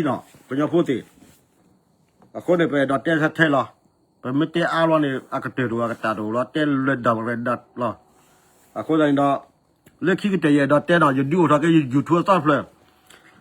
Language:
S'gaw Karen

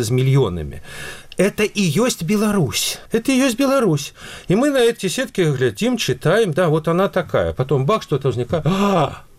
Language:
Belarusian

